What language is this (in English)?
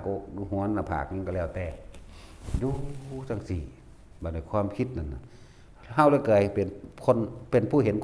Northeastern Thai